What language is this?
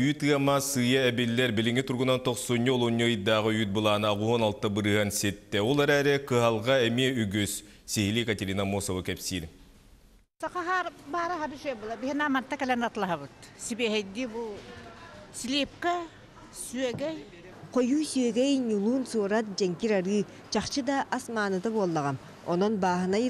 Yakut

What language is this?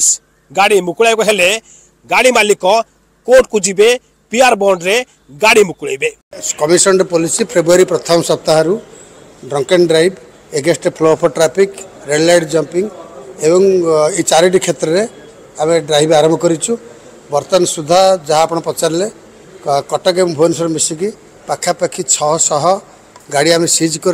Odia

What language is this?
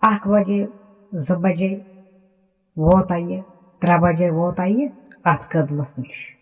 Kashmiri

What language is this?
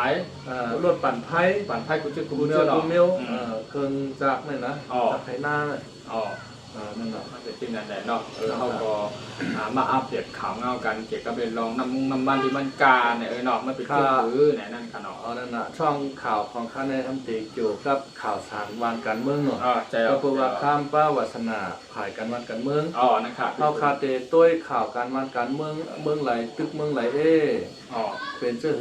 Shan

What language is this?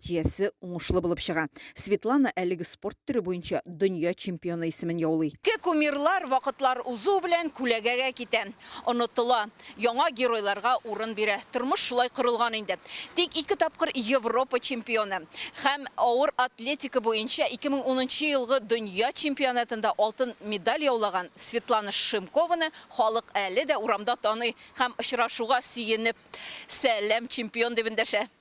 Tatar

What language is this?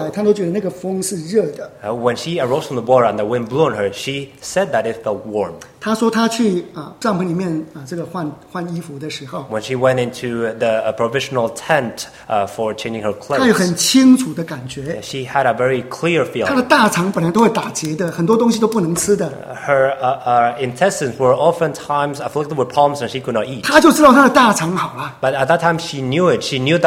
Chinese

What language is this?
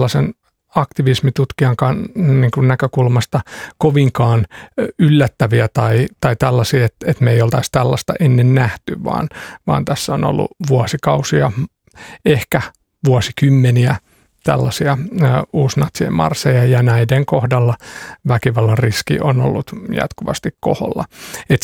Finnish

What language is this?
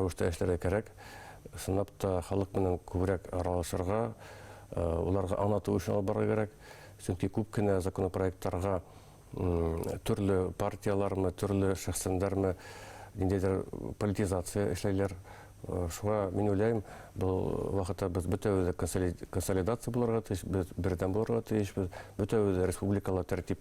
Bashkir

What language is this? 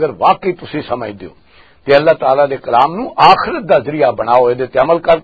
Western Panjabi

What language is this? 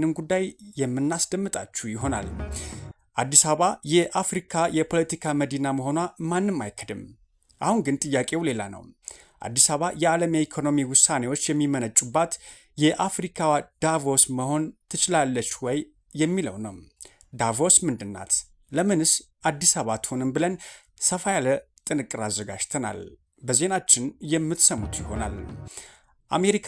Amharic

